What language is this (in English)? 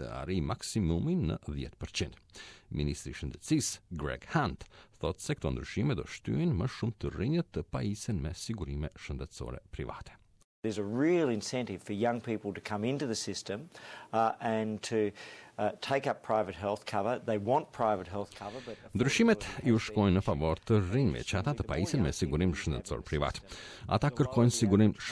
Albanian